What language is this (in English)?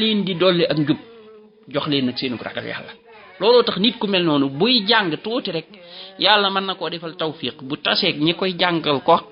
Wolof